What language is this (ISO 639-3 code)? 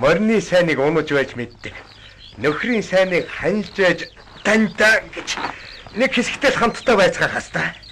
mon